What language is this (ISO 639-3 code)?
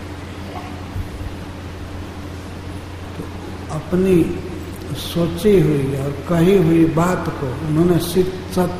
hin